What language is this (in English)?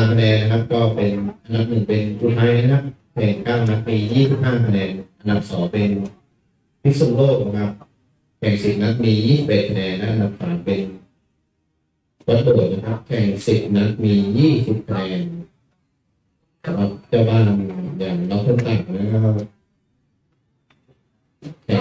Thai